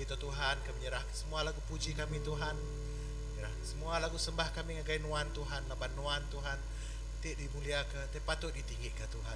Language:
Iban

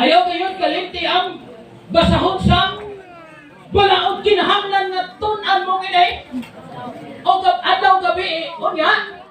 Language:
Cebuano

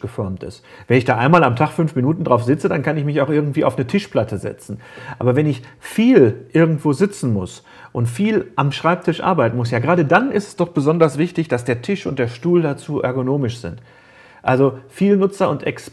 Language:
German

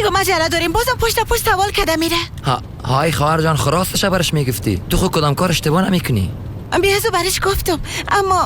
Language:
Persian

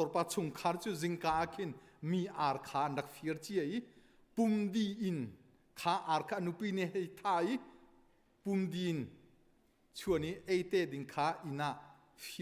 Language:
Hakha Chin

